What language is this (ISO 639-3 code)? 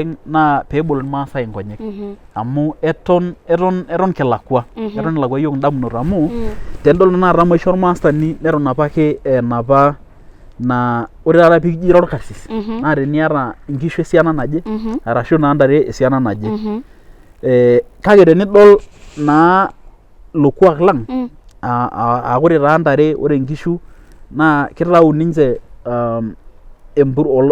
mas